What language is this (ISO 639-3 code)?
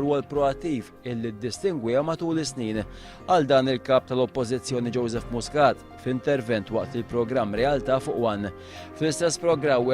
mlt